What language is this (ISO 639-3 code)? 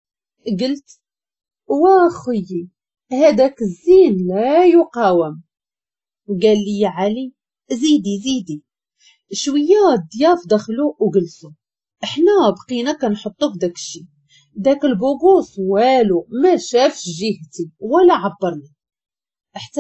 ary